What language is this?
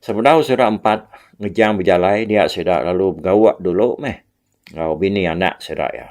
Iban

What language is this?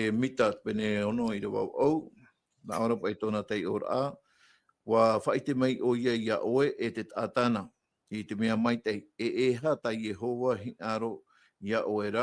Tahitian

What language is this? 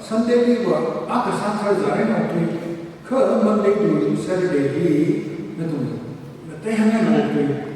Tangkhul Naga (India)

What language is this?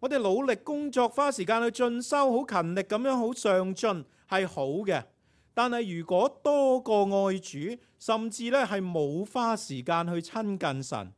Cantonese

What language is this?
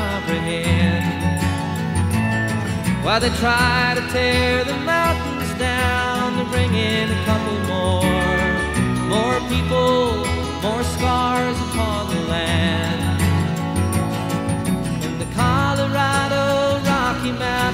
English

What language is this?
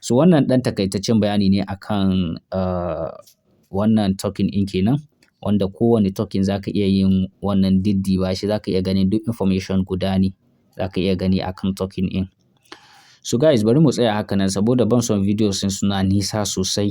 Hausa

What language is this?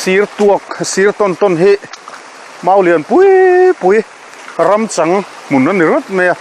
Mizo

